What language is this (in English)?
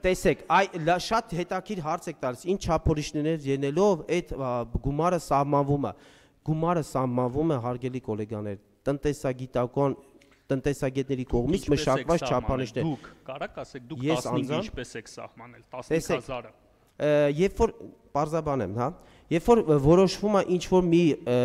Armenian